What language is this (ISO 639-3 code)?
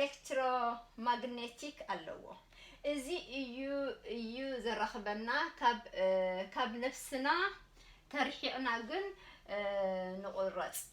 tir